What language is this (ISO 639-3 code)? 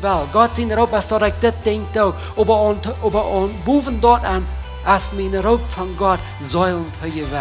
pdt